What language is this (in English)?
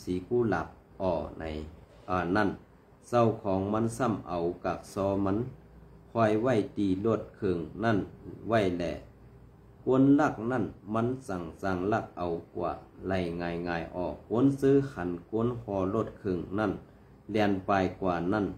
Shan